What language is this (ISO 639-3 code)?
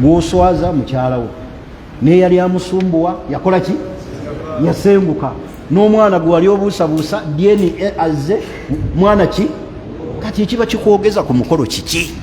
lug